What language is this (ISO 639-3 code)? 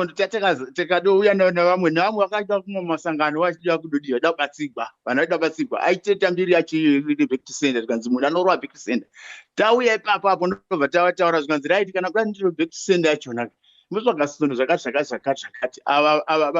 sna